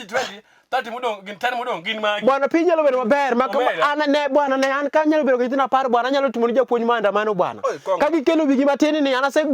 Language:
Luo (Kenya and Tanzania)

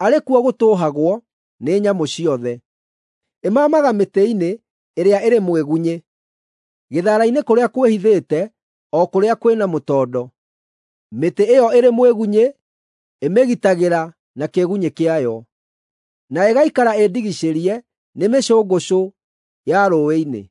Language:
Kikuyu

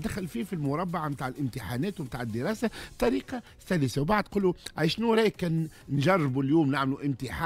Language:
Tunisian Arabic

